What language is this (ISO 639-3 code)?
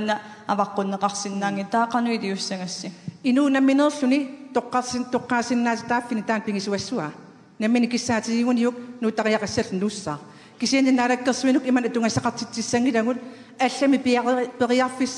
kal